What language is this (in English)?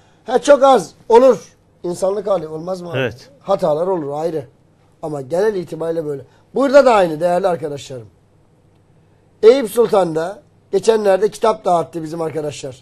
Turkish